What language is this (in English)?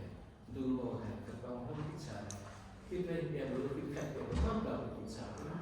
Central Mnong